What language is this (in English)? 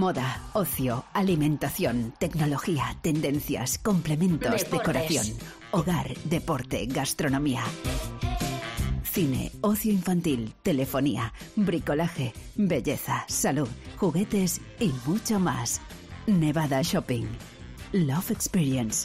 Spanish